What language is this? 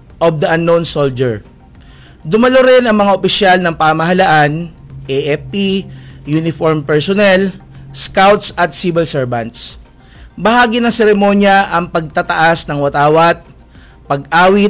Filipino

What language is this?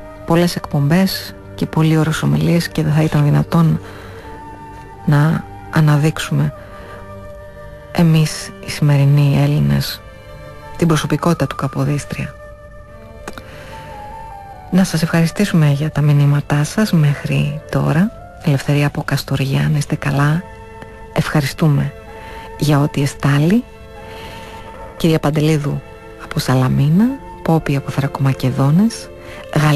Greek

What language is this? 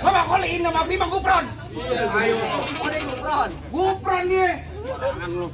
Betawi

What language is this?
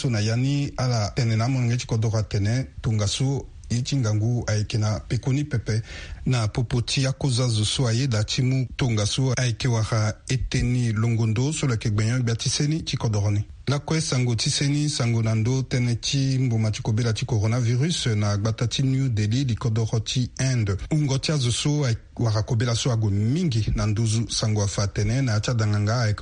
Sango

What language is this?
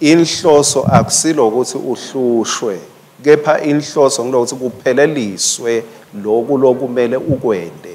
Swati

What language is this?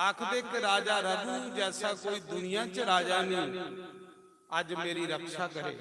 Dogri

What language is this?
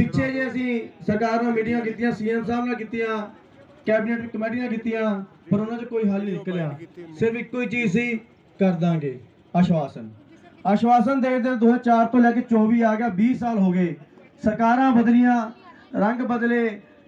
Punjabi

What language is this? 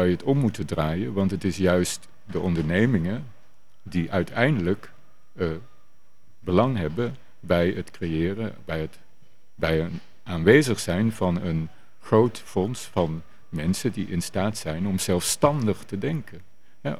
Dutch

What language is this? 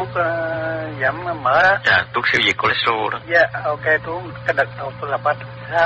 Vietnamese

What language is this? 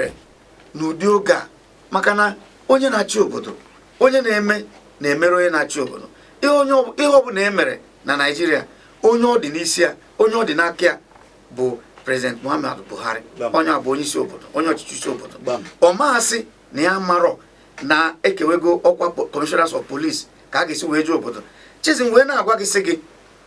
Igbo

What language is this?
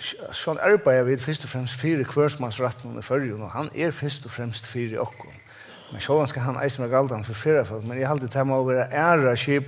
Faroese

